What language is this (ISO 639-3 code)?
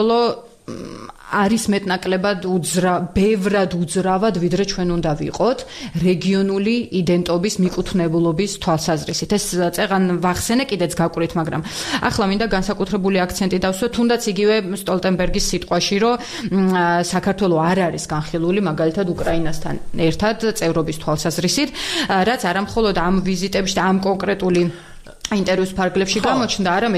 kat